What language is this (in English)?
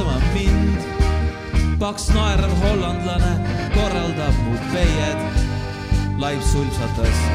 Estonian